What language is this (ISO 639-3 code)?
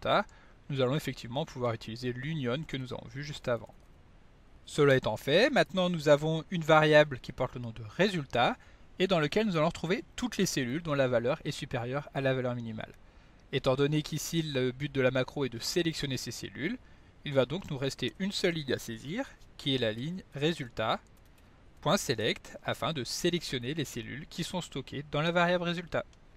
fra